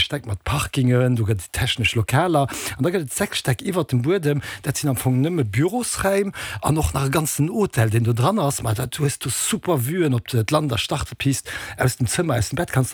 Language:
Luxembourgish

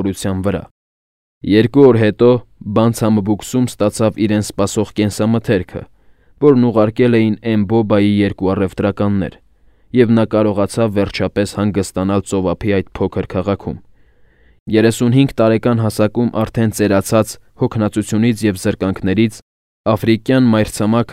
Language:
Armenian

